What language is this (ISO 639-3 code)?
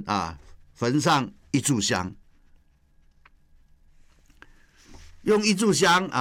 zho